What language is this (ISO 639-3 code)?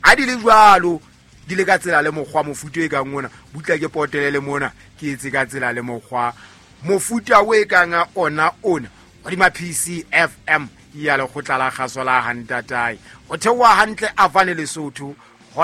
sot